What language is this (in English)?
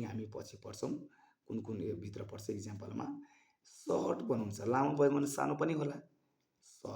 Nepali